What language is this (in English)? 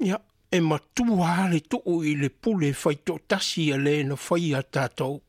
Samoan